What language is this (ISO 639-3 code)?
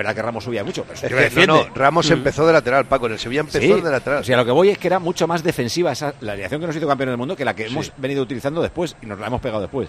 spa